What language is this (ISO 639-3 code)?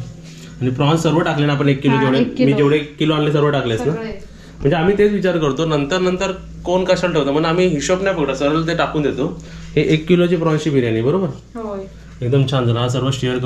mar